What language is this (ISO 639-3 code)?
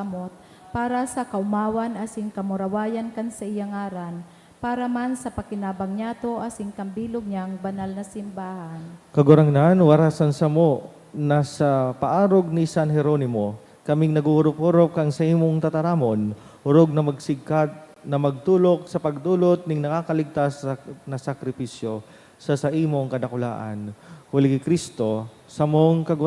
bik